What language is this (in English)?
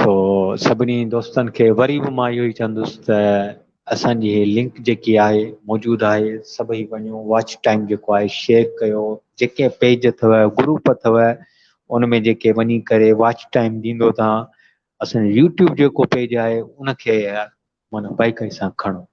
Sindhi